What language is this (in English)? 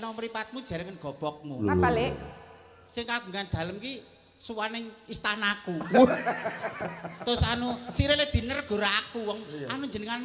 Javanese